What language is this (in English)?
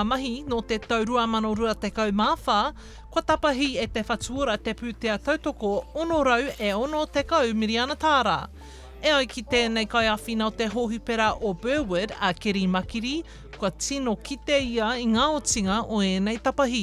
Māori